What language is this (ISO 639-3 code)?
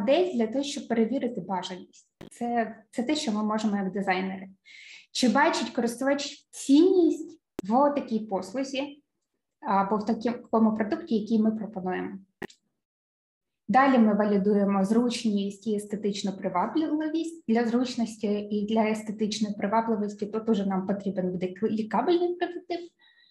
ukr